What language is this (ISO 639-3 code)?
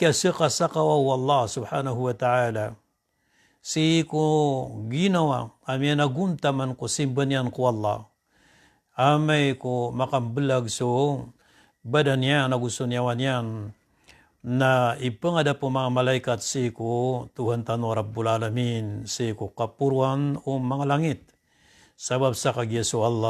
mrw